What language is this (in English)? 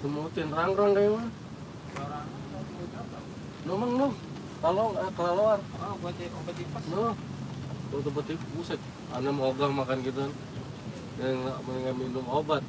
Betawi